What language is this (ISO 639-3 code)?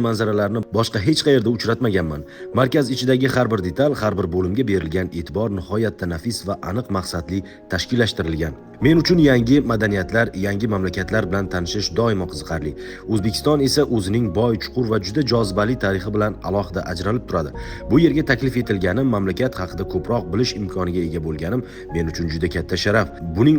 uzb